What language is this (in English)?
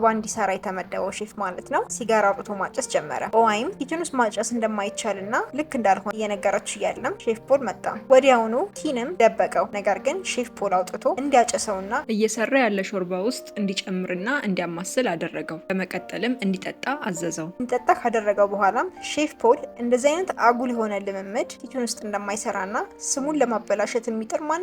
Amharic